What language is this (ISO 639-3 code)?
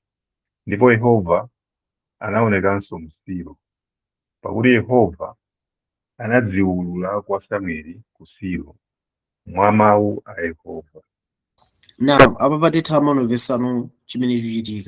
nya